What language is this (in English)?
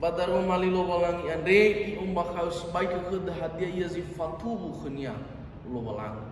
Nias